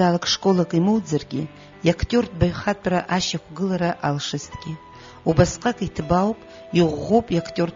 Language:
Abkhazian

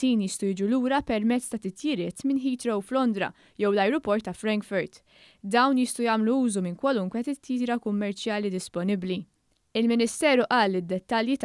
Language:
Maltese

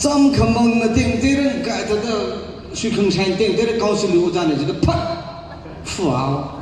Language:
Tangkhul Naga (India)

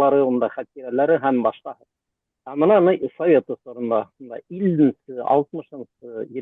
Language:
Bashkir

